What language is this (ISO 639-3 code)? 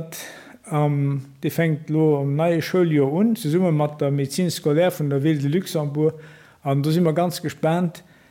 ltz